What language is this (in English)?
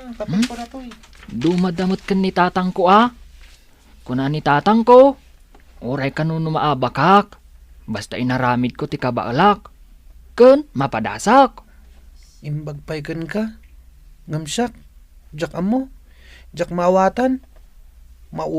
Iloko